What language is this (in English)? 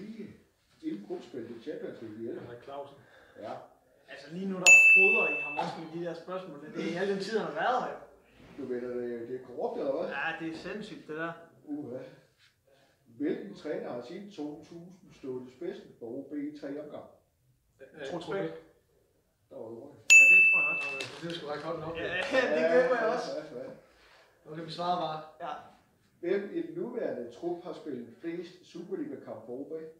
Danish